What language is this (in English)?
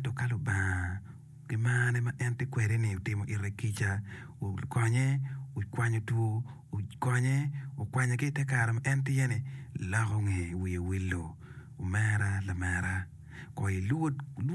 Acoli